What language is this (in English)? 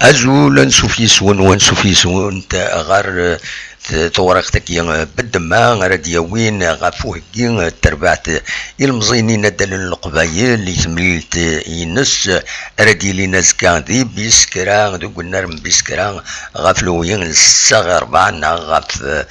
Kabyle